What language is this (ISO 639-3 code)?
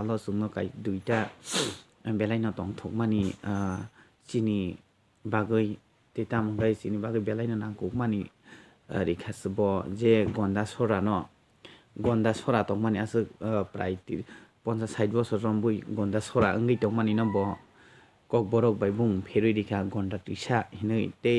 trp